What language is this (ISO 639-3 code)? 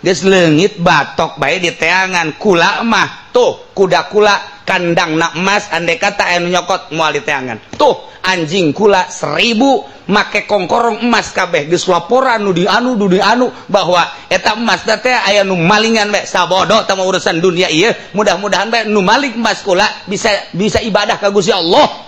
sun